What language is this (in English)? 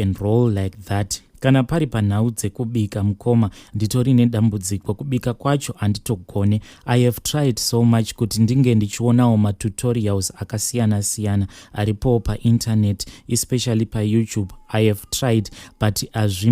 Shona